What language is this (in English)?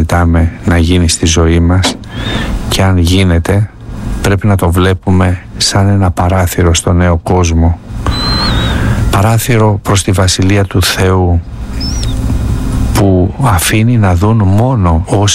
Greek